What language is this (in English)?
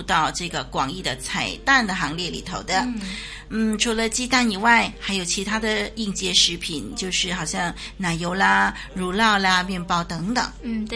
Chinese